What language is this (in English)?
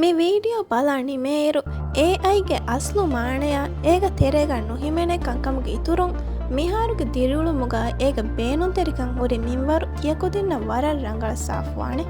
Divehi